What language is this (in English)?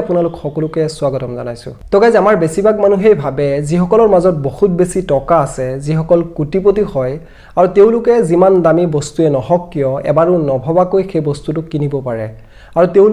Assamese